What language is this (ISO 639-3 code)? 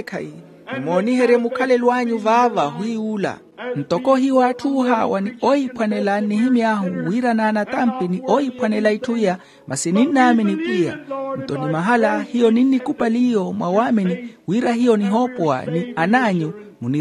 vmw